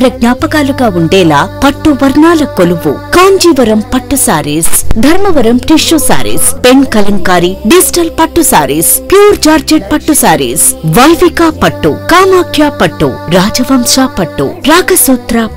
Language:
Telugu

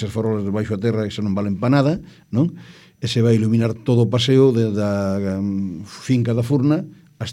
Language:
Galician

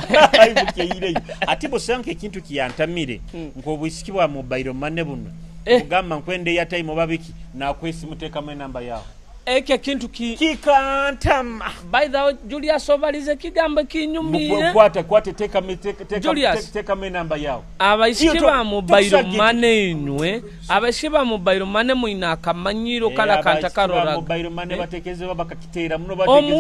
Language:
Nyoro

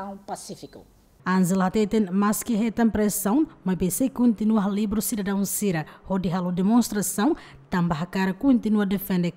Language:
Tetum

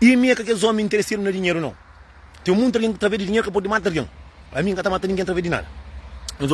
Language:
Kabuverdianu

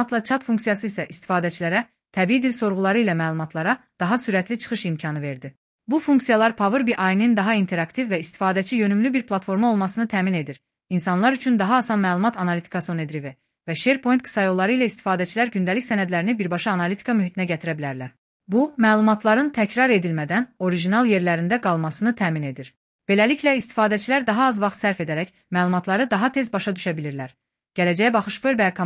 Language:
Azerbaijani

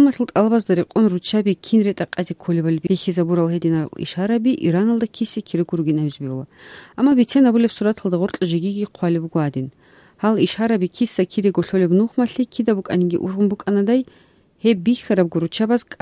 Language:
Avaric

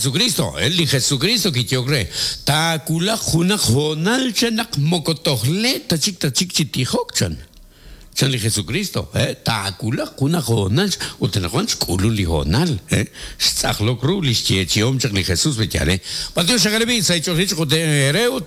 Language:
Kekchí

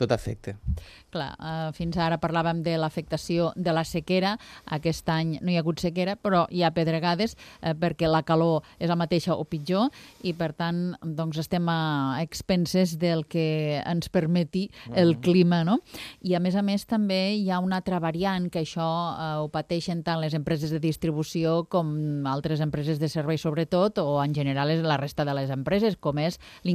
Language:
Catalan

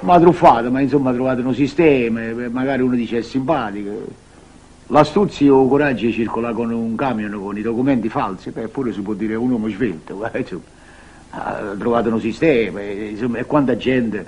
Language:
Neapolitan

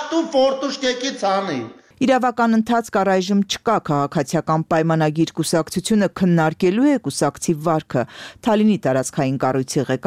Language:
Armenian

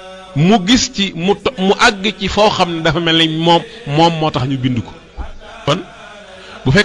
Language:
Wolof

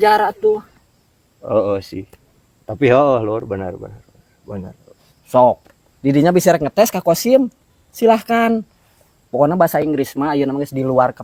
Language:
Sundanese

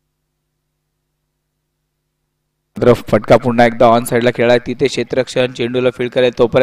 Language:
Marathi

